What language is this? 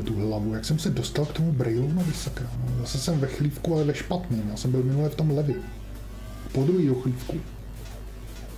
Czech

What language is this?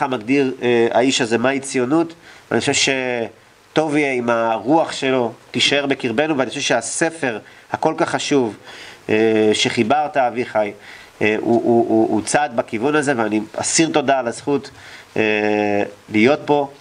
Hebrew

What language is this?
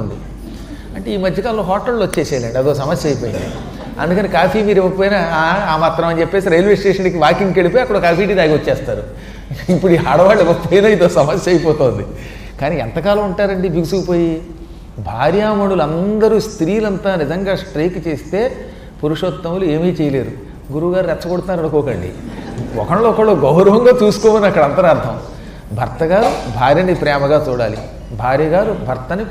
Telugu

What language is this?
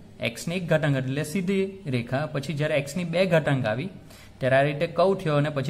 Gujarati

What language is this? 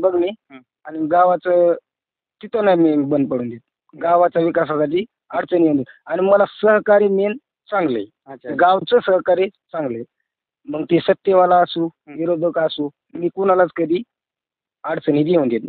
Marathi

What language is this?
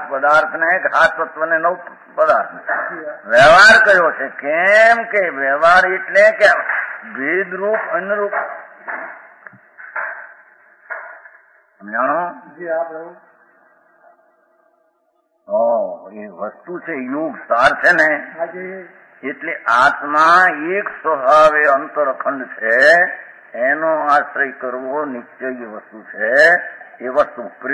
Gujarati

